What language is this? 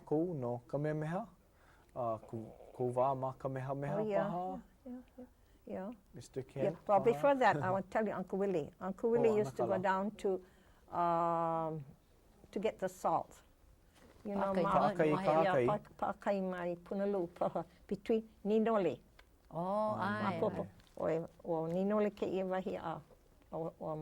Hawaiian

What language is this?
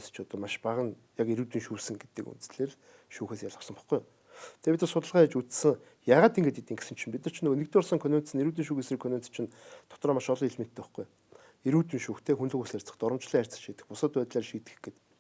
Mongolian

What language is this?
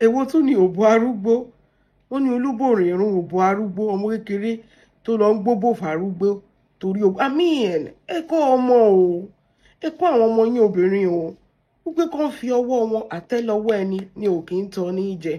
Yoruba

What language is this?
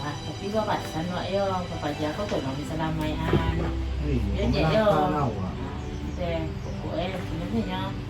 Minangkabau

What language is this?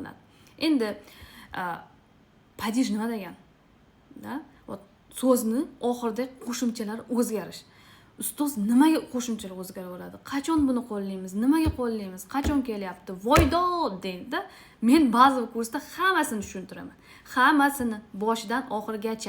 Uzbek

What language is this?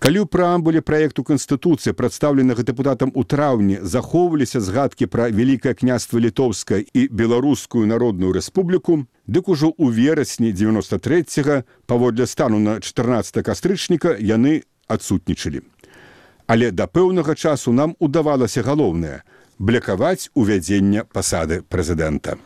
Belarusian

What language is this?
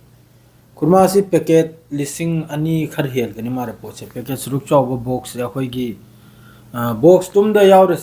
Manipuri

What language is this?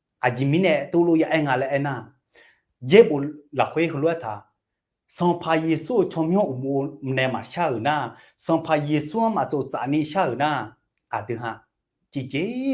Akha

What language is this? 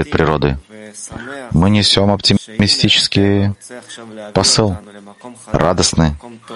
Russian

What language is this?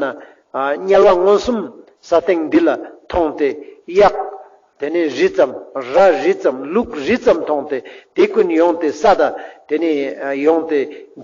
Ladakhi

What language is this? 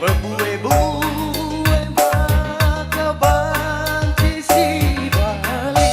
Batak Karo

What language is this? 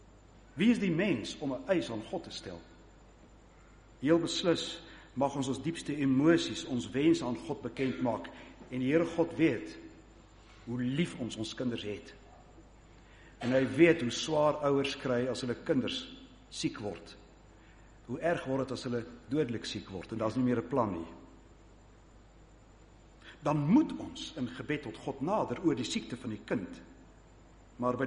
Afrikaans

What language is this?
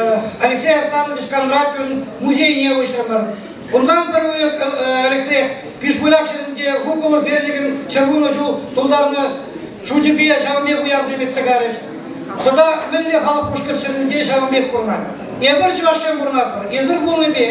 Chuvash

